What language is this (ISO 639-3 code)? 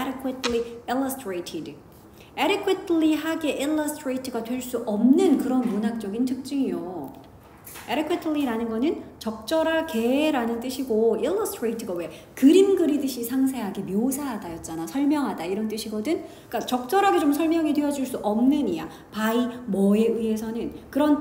kor